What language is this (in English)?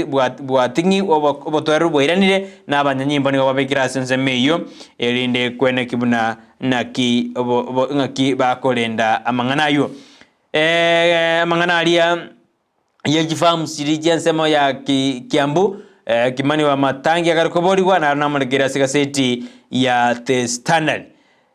Gusii